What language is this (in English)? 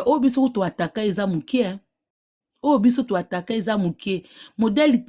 Lingala